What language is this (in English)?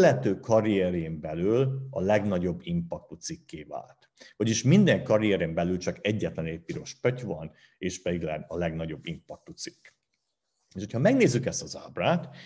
Hungarian